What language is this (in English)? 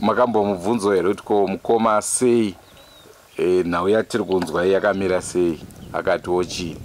Shona